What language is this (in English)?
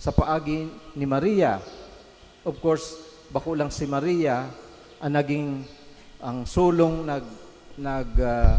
Bikol